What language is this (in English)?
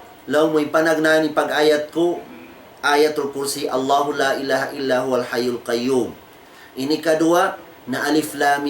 Tausug